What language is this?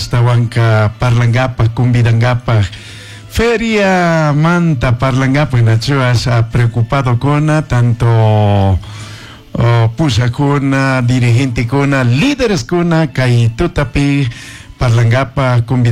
Chimborazo Highland Quichua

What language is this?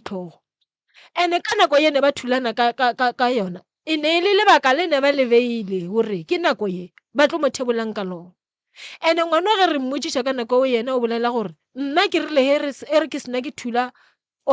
Northern Sotho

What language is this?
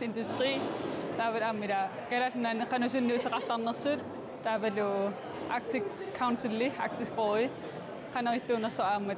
Kalaallisut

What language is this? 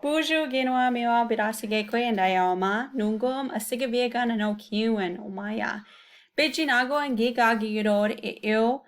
Chippewa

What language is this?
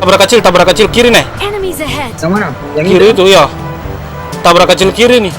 Ambonese Malay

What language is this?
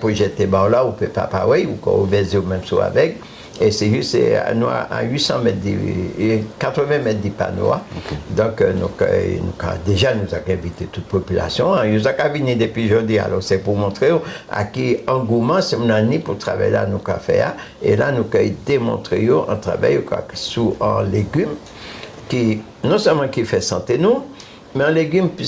Guadeloupean Creole French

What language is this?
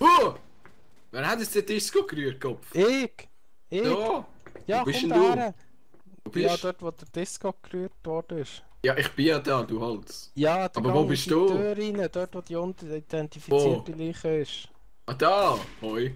Swiss German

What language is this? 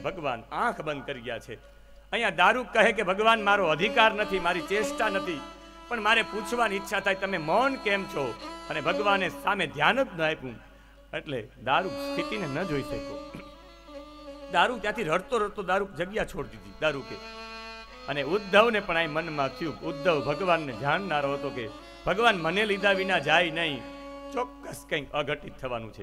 Gujarati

